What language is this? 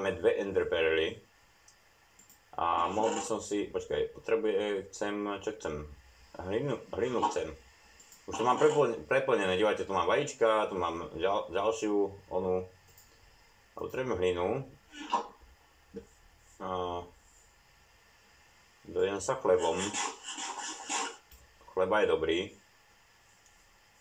Slovak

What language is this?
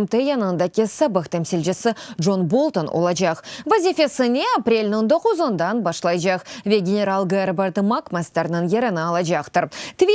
Crimean Tatar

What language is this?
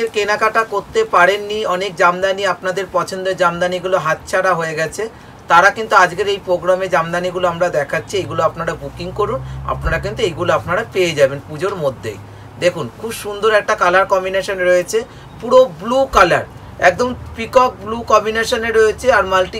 Bangla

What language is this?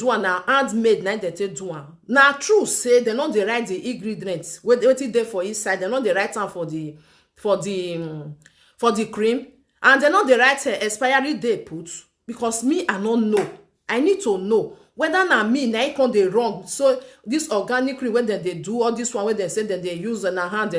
Nigerian Pidgin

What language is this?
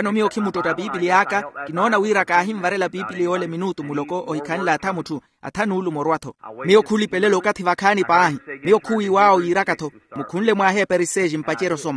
Makhuwa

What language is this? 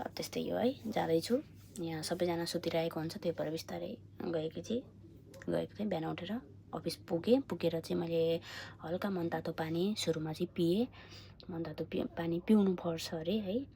Nepali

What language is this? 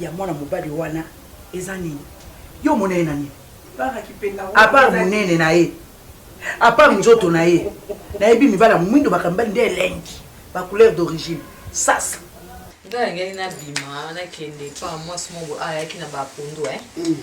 Lingala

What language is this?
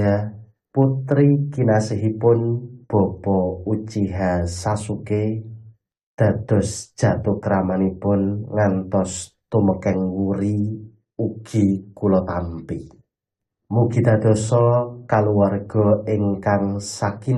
Javanese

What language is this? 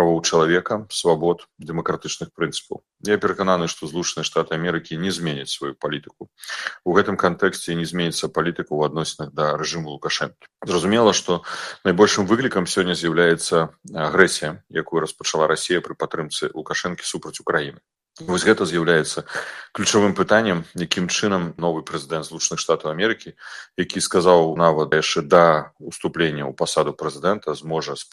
Belarusian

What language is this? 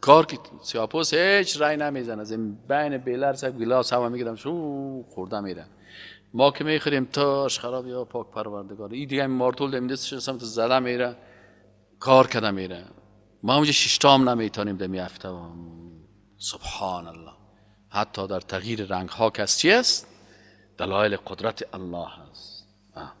Persian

